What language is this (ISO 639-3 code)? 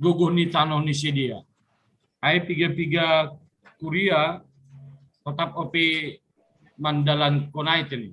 bts